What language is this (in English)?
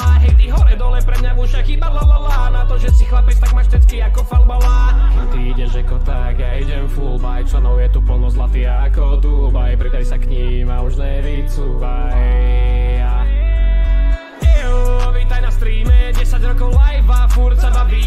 Slovak